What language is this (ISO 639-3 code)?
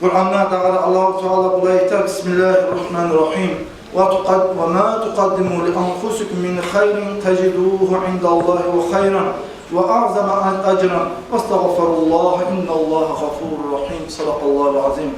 kum